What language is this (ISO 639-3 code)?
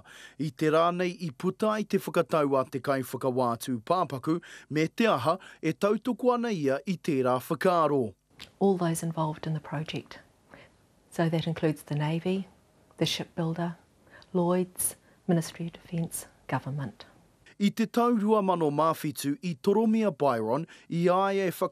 mri